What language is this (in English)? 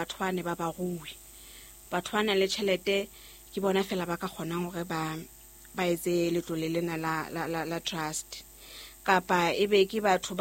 Southern Sotho